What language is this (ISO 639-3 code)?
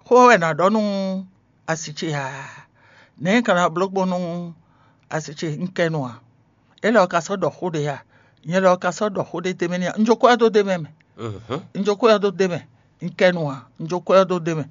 fon